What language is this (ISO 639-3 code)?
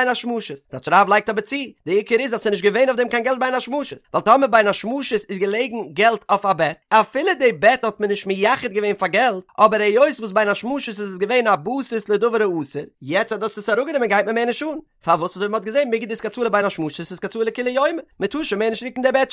yid